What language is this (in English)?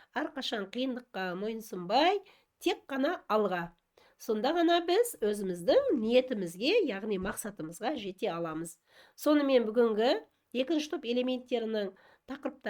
Kazakh